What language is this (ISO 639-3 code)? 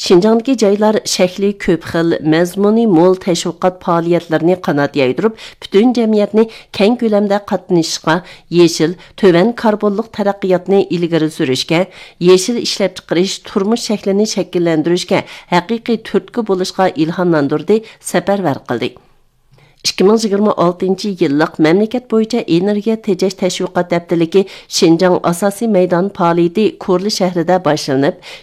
uig